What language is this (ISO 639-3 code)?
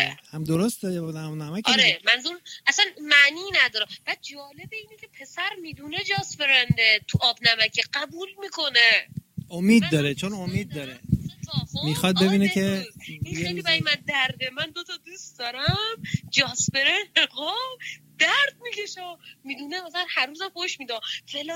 fas